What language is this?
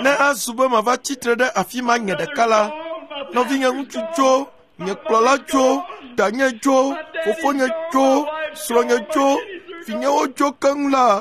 Ewe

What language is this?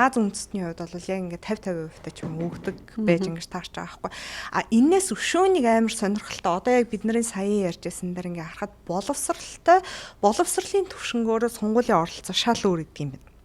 Mongolian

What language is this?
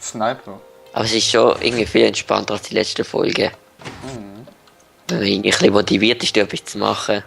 Swiss German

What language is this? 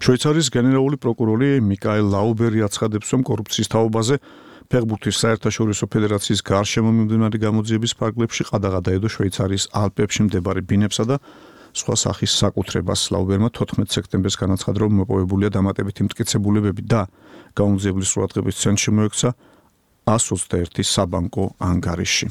Georgian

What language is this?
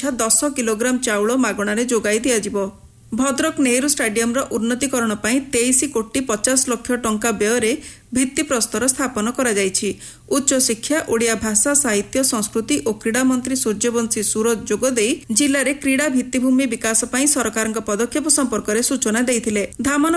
Odia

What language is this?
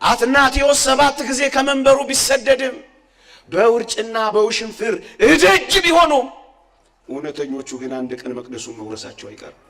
Amharic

